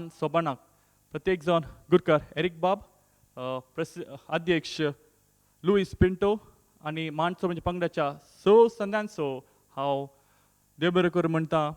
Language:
Konkani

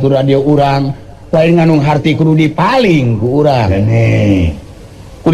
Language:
Sundanese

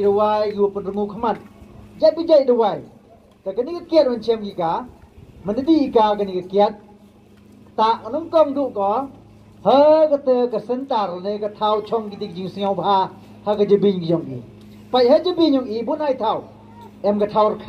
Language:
Pnar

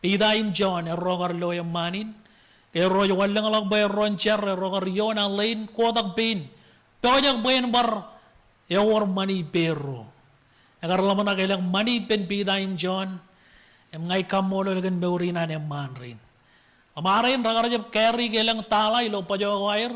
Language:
Marshallese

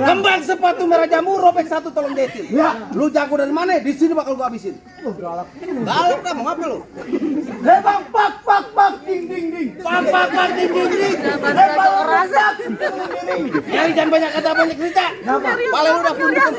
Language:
Betawi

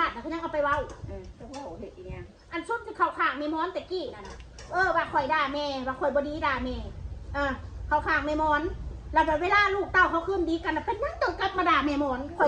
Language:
Northeastern Thai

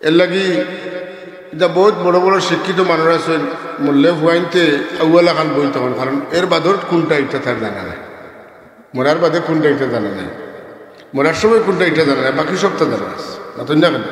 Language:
Sylheti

